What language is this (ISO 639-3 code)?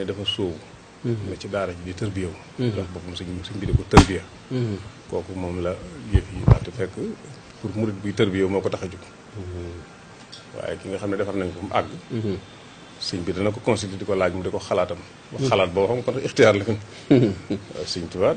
wol